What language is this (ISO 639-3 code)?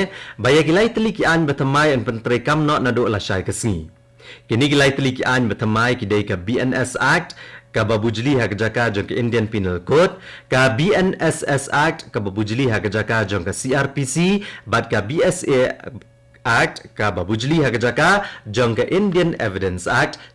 kha